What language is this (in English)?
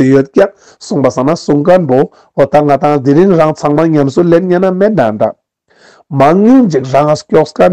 Ladakhi